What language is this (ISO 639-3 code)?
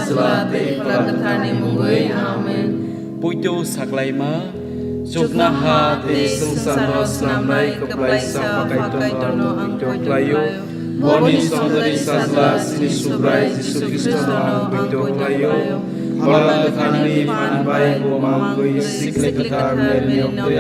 trp